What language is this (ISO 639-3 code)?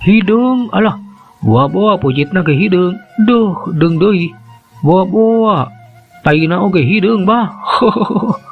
sun